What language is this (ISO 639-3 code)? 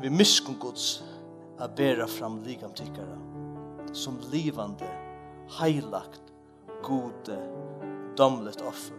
fao